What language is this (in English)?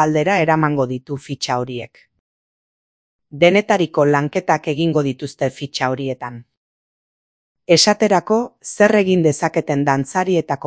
Basque